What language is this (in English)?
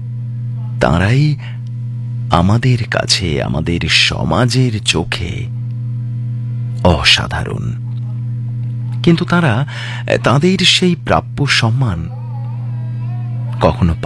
Bangla